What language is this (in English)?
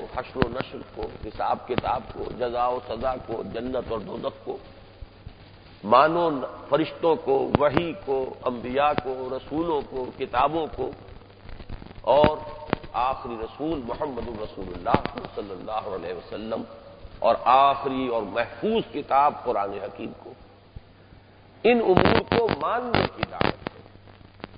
Urdu